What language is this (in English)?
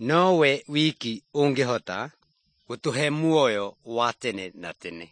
Kikuyu